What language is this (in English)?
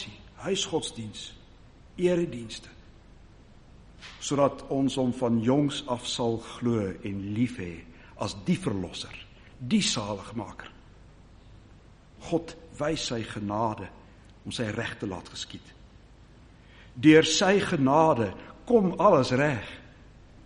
Afrikaans